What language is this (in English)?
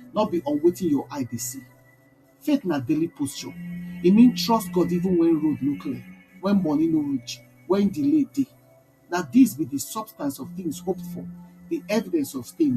Nigerian Pidgin